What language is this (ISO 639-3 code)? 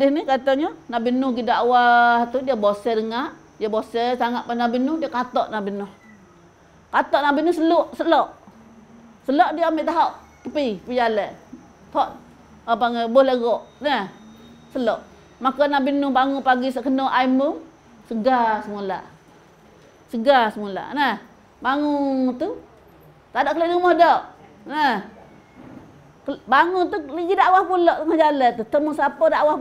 msa